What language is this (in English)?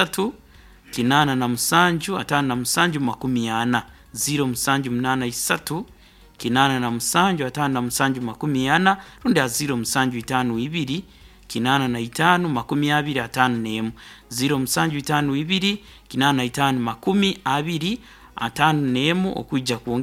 Nyoro